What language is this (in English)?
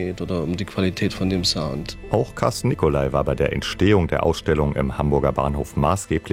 German